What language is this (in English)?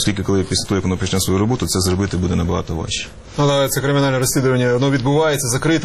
Ukrainian